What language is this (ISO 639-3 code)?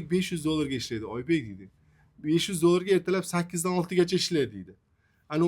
uzb